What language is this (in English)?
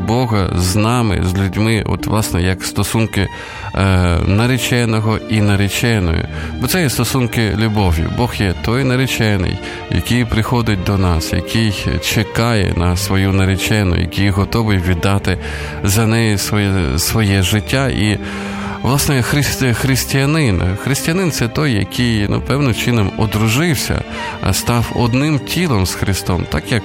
Ukrainian